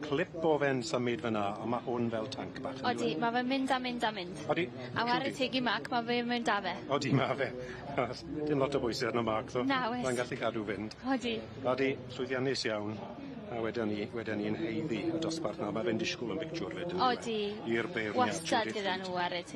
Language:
Welsh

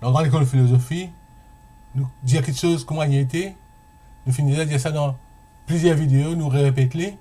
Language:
Morisyen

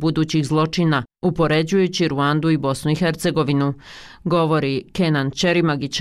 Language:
Bosnian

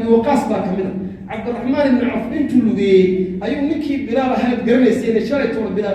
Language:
Somali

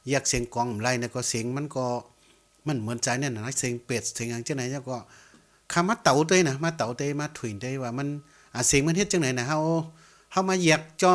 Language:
Shan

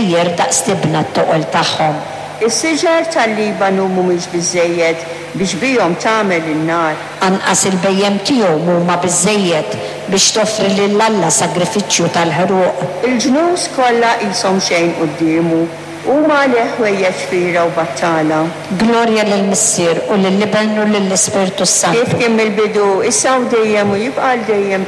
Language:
Maltese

